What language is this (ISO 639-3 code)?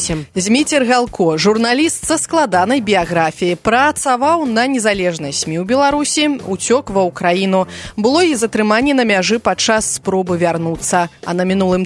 bel